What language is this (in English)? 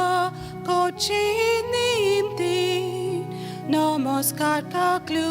Konkani